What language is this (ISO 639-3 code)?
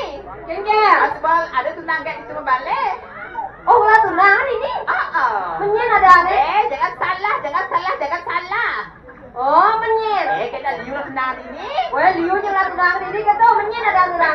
ban